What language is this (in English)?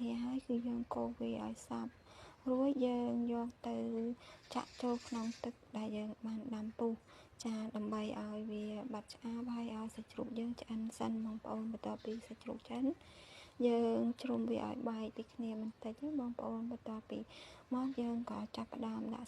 Khmer